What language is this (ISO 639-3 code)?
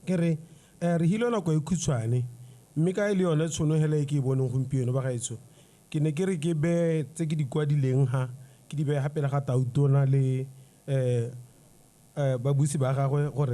tsn